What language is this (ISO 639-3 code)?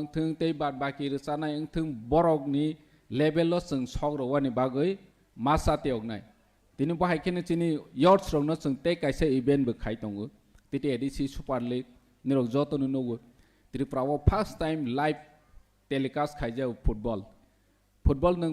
trp